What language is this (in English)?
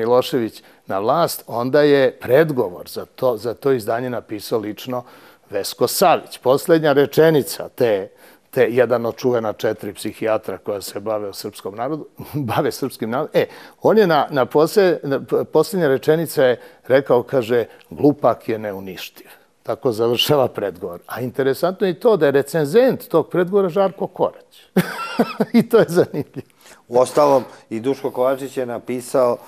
Serbian